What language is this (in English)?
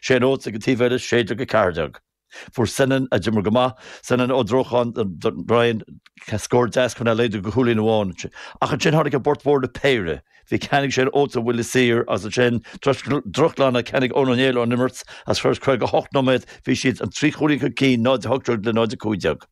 Irish